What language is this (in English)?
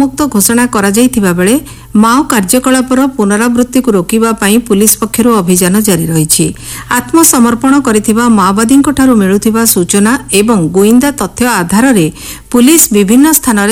Odia